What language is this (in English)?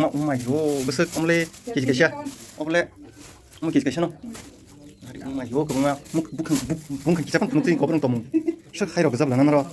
Kok Borok